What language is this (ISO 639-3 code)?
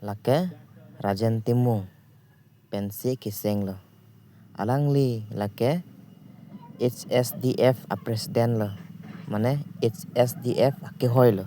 mjw